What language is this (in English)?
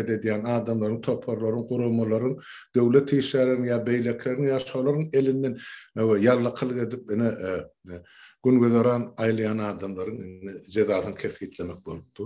Turkmen